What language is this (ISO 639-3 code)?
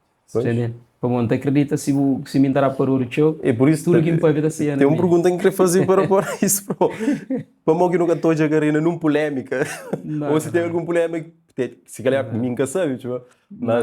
kea